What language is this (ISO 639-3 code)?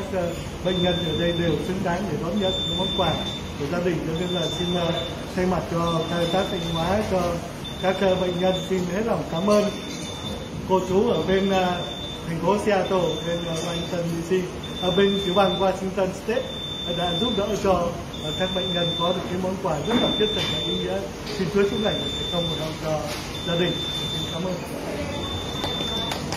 vie